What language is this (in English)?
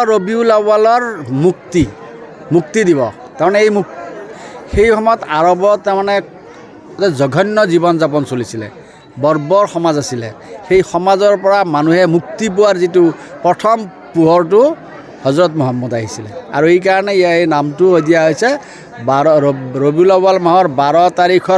Assamese